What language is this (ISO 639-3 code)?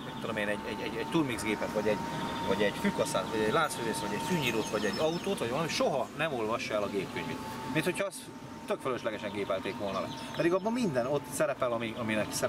hun